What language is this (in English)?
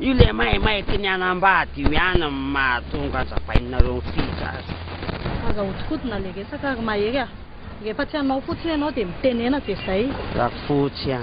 Malagasy